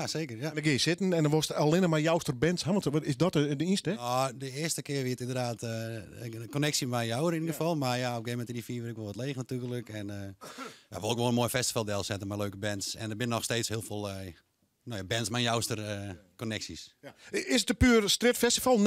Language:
Western Frisian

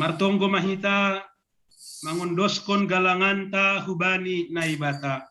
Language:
Batak Simalungun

